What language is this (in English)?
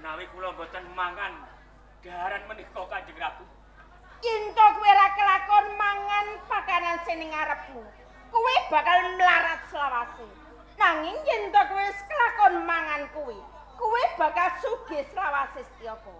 Javanese